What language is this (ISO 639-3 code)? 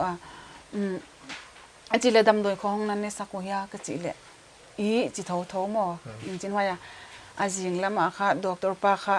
pck